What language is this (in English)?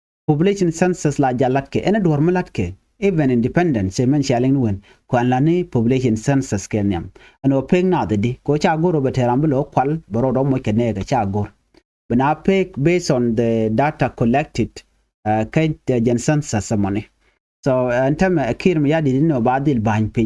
Nuer